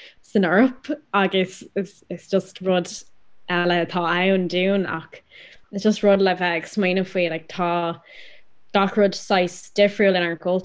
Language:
Irish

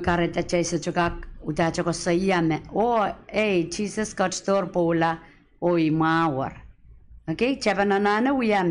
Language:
Pohnpeian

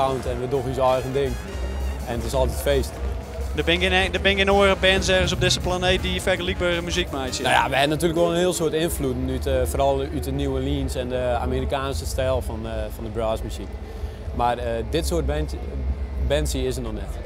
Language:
Western Frisian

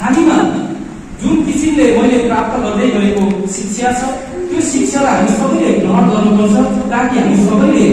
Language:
Nepali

